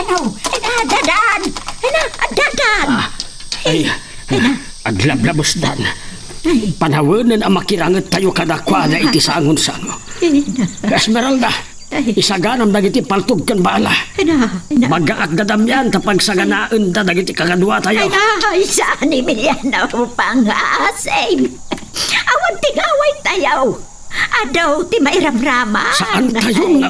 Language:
Iloko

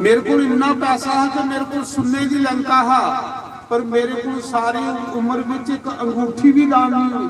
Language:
Dogri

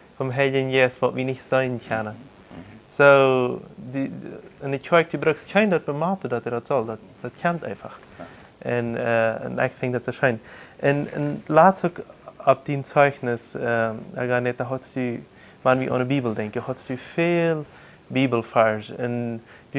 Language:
Plautdietsch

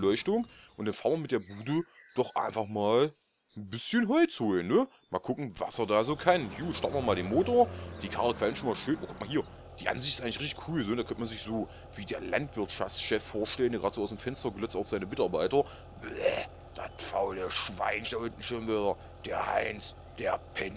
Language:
German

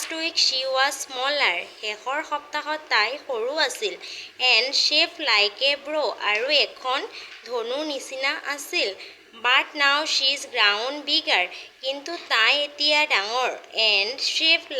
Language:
Assamese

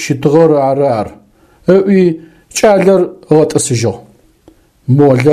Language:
Adyghe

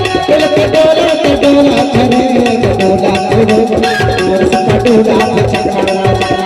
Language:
Chhattisgarhi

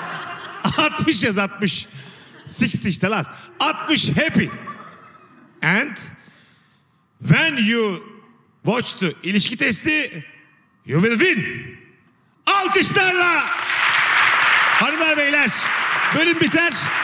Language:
Turkish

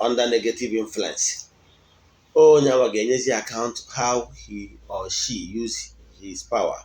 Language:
Igbo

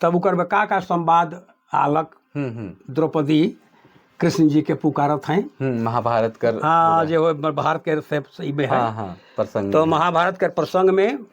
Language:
Sadri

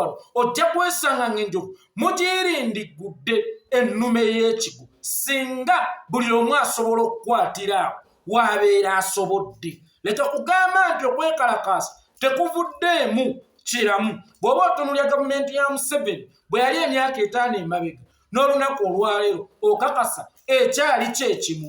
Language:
Ganda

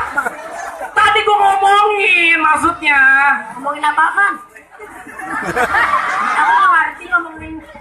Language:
Betawi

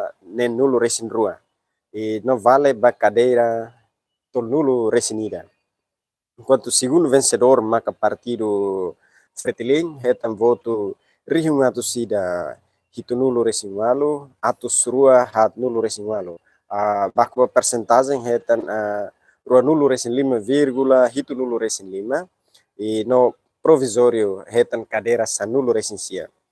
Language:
Tetum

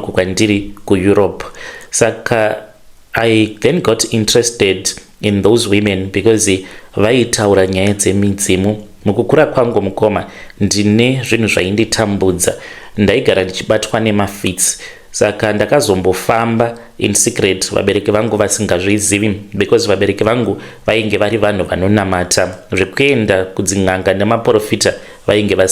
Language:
Shona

